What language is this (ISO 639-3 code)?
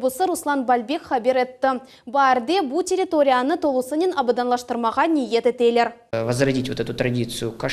crh